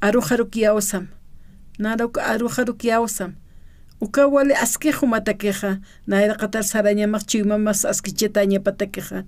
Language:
Aymara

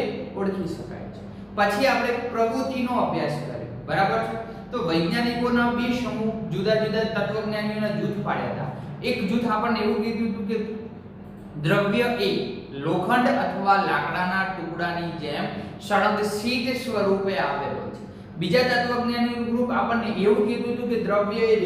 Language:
Gujarati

